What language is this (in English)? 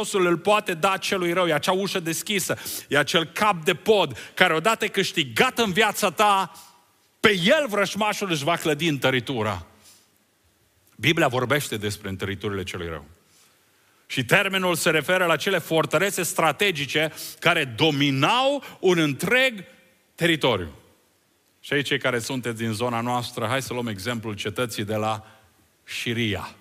Romanian